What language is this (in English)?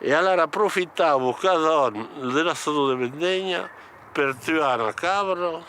Occitan